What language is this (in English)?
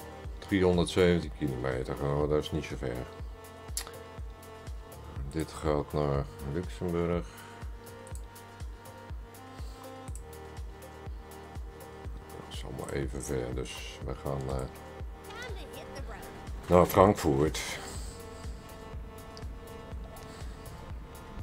Dutch